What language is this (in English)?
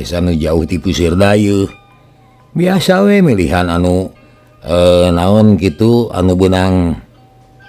Sundanese